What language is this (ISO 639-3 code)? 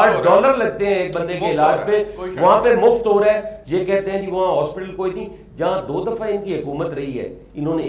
urd